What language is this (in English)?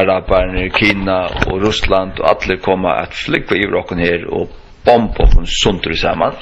Faroese